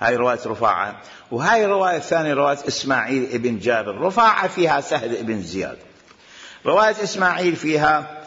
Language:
Mesopotamian Arabic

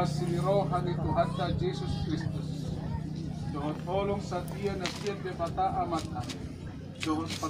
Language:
Batak Toba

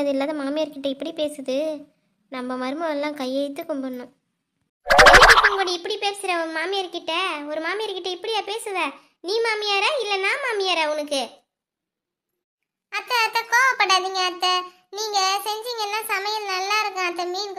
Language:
Tamil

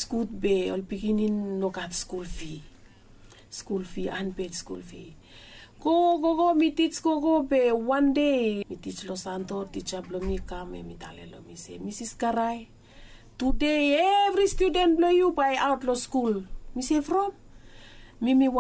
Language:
Bislama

